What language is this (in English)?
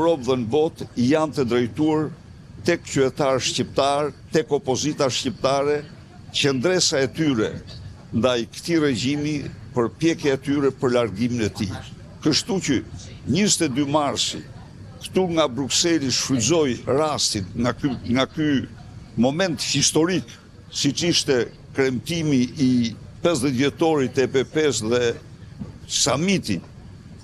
Albanian